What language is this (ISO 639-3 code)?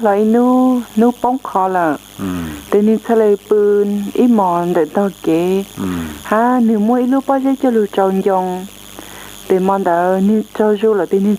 hmn